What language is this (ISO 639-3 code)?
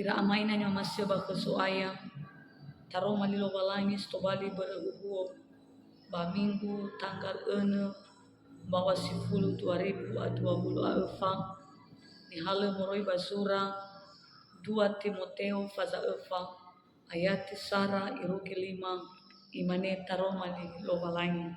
nia